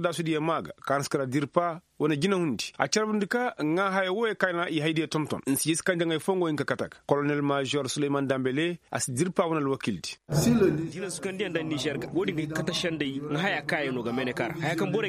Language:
Koyraboro Senni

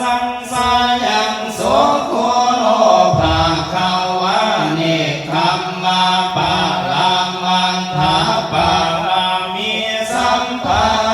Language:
Pali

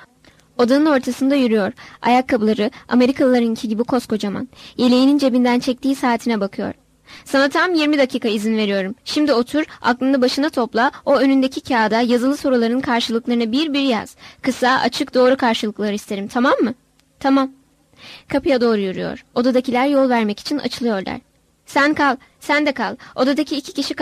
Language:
Turkish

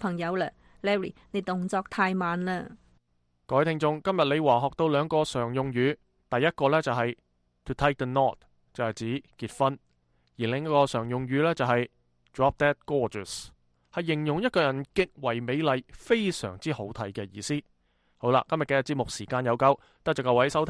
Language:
Cantonese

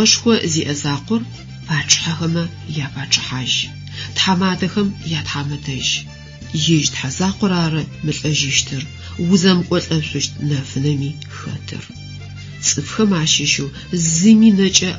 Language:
Adyghe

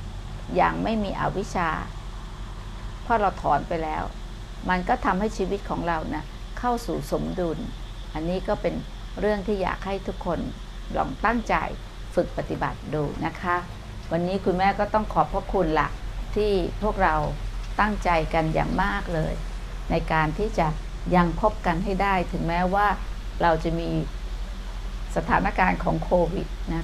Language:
Thai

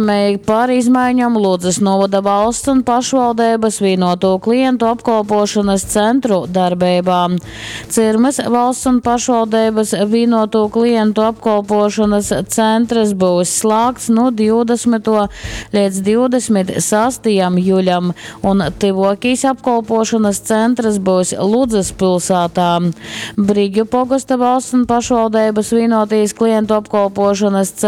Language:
Latgalian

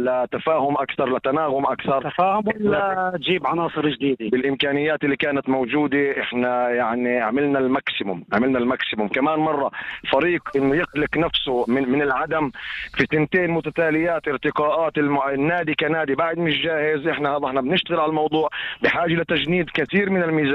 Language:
North Levantine Arabic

